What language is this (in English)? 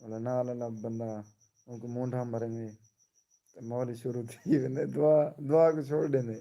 Saraiki